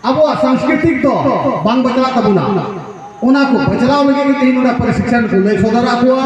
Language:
Santali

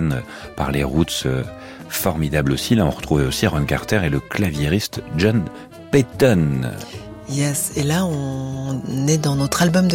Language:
French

